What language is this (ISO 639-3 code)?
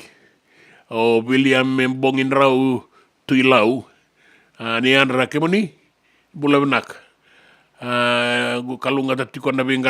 fij